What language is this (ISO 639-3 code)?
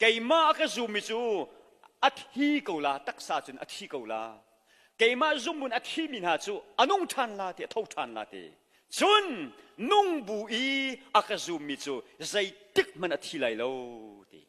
cnh